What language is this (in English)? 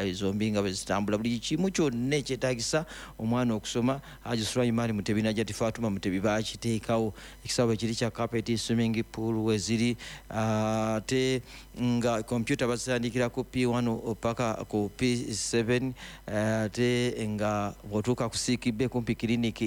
Ganda